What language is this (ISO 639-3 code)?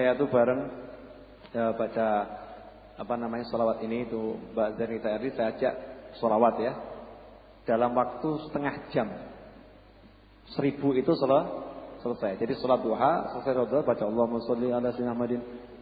ind